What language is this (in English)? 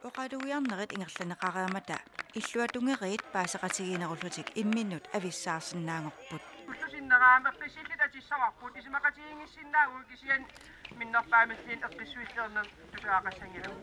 Kalaallisut